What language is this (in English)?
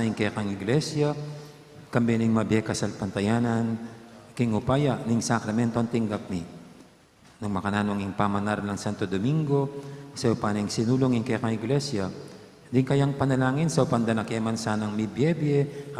Pampanga